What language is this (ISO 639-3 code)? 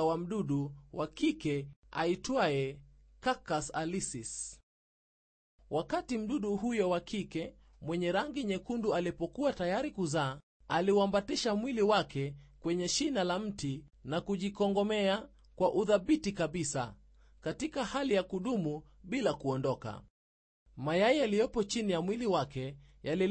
swa